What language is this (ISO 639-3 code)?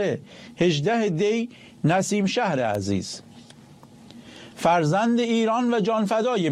fas